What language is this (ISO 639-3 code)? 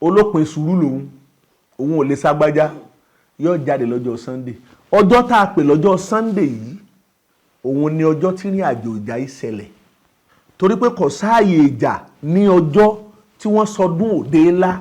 yor